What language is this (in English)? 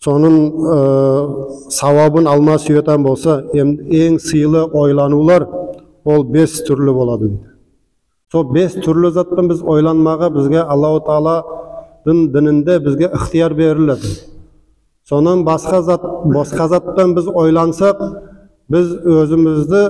Nogai